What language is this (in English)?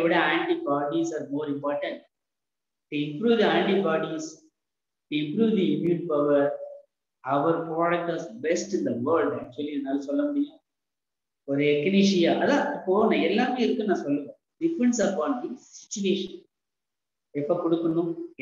Tamil